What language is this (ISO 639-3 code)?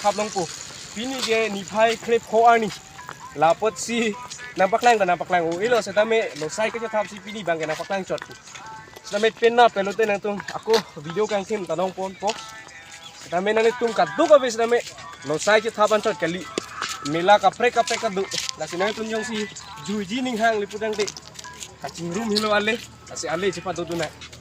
mjw